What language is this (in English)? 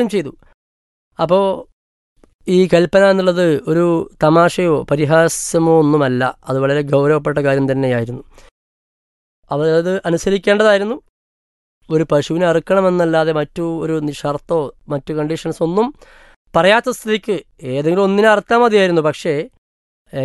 Malayalam